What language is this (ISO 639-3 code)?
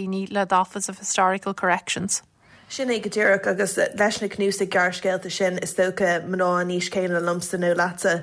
gle